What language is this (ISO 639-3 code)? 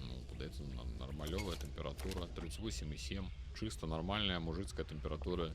bel